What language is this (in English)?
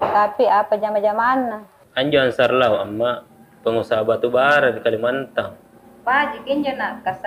Makasar